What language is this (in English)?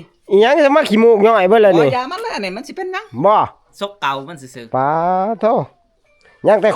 Northeastern Thai